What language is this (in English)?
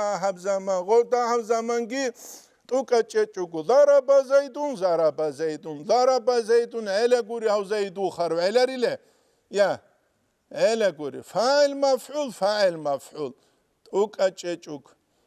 Avaric